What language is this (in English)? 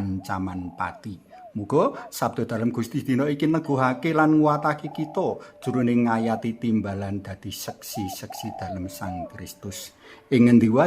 Javanese